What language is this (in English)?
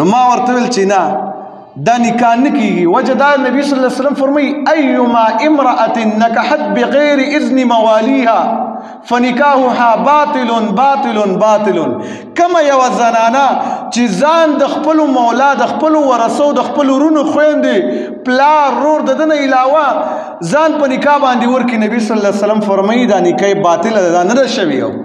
Pashto